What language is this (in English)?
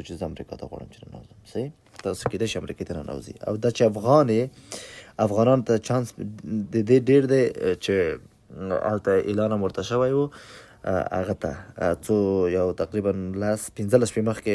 Pashto